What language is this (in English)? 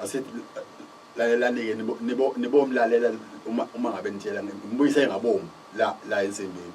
Zulu